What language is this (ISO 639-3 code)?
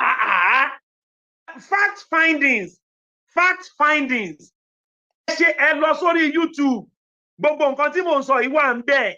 yor